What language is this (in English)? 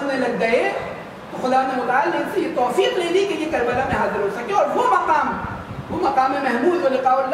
Urdu